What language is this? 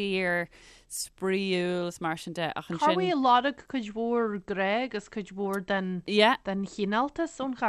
Irish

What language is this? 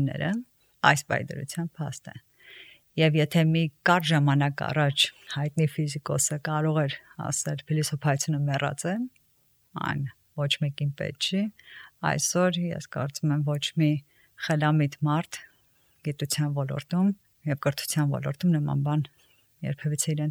Armenian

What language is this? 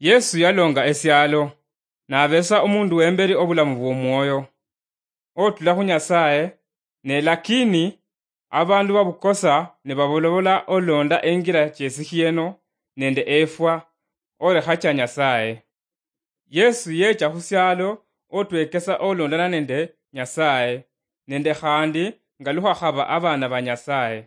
Luyia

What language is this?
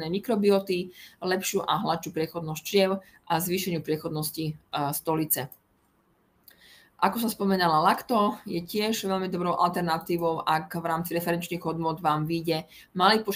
Slovak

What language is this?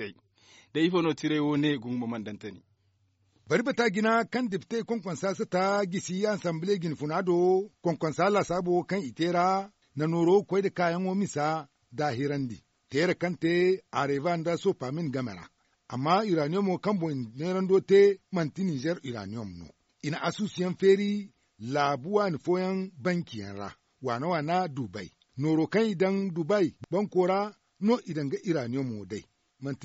Zarma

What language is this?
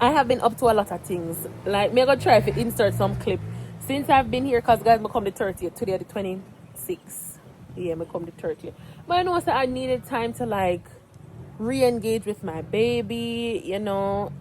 Jamaican Creole English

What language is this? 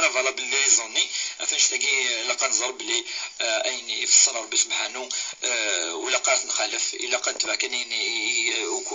Kabyle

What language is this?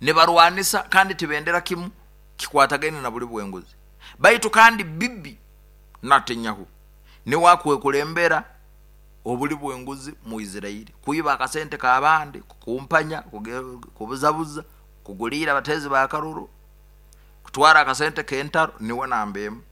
Nyoro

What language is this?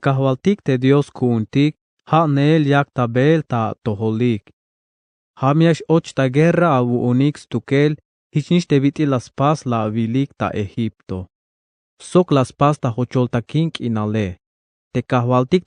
Tzeltal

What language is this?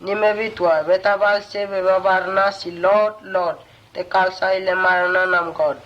Mota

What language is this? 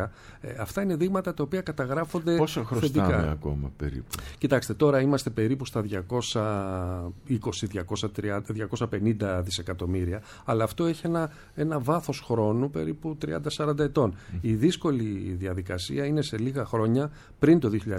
Greek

